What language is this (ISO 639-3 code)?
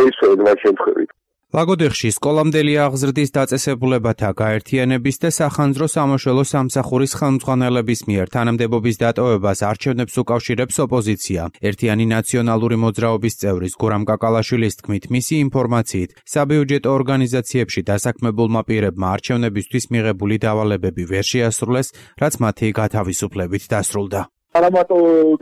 kat